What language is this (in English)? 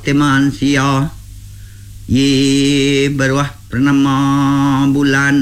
Iban